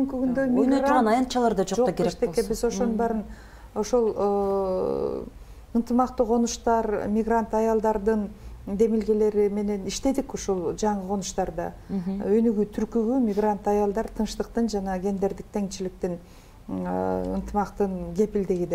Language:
Kyrgyz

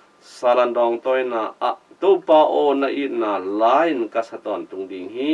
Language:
Tedim Chin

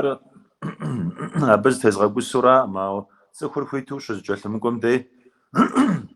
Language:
Kabardian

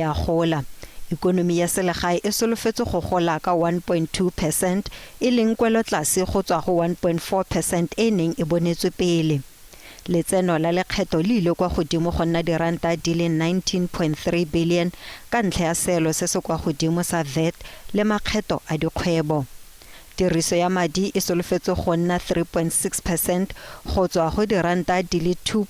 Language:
Tswana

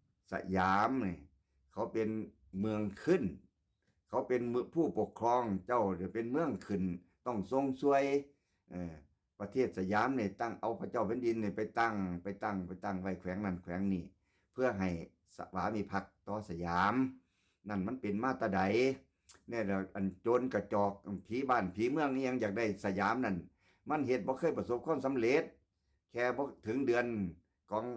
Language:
Northeastern Thai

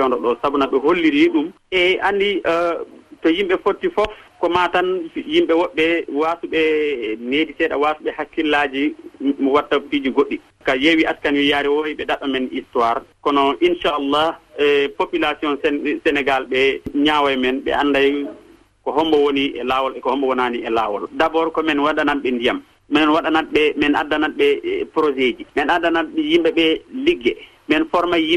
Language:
Fula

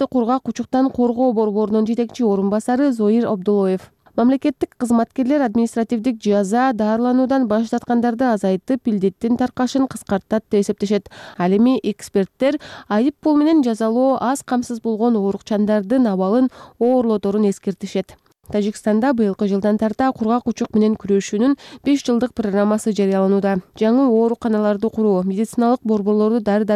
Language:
Kyrgyz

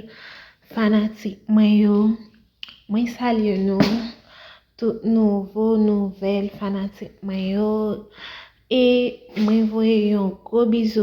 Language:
Haitian Creole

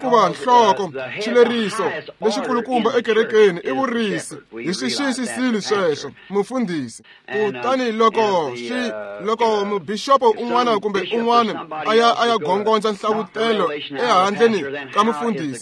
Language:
Tsonga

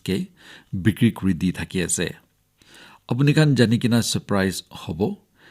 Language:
Naga Pidgin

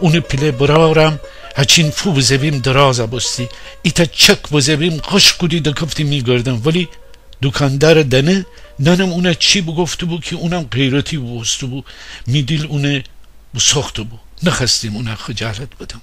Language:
Gilaki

